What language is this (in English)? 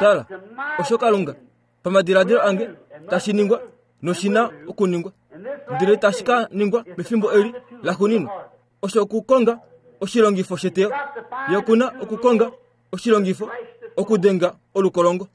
Kuanyama